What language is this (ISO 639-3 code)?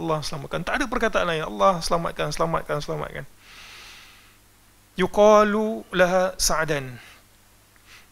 msa